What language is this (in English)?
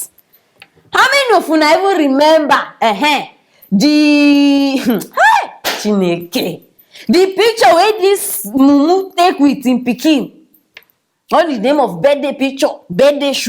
Nigerian Pidgin